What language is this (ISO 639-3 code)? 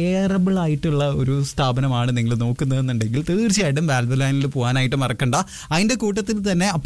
mal